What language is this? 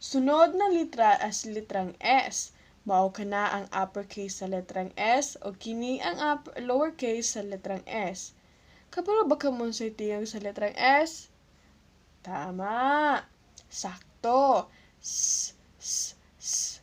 Cebuano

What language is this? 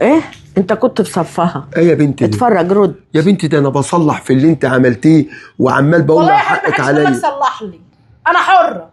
Egyptian Arabic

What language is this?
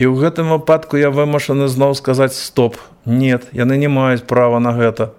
Belarusian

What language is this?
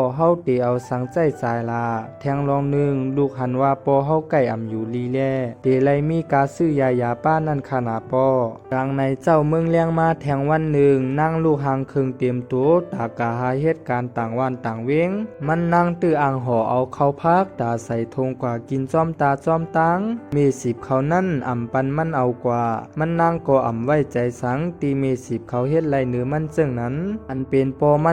Shan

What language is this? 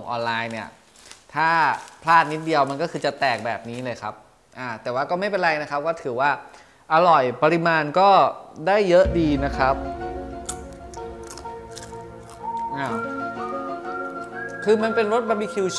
Thai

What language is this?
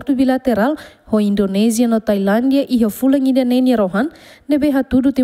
Tetum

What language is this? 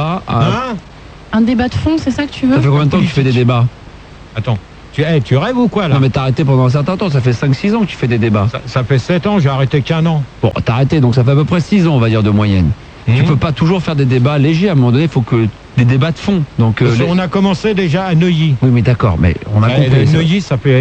French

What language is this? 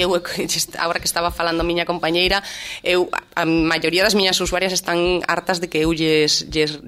Galician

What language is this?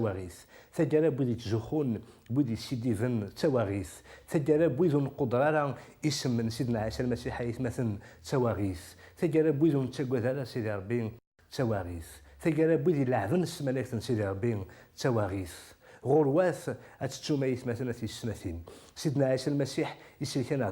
Kabyle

